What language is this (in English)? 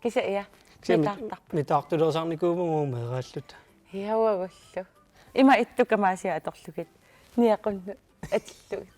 Kalaallisut